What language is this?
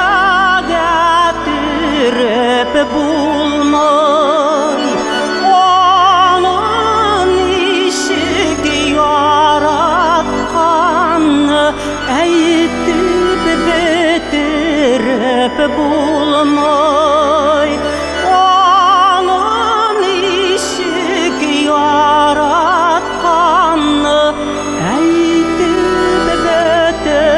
Tatar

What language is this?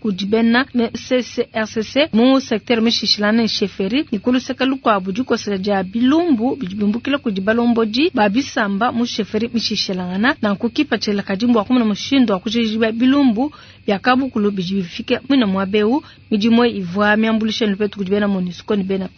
Luba-Lulua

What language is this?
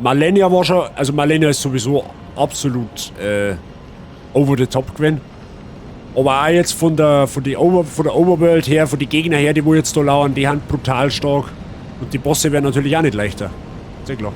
Bavarian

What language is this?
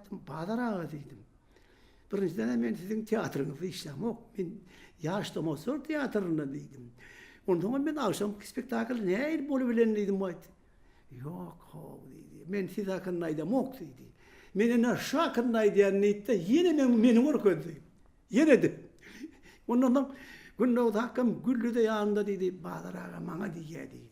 Turkmen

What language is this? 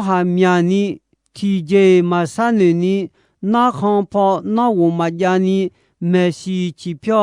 Akha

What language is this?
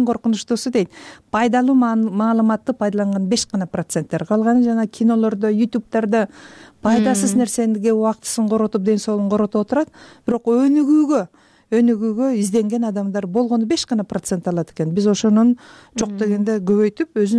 Kyrgyz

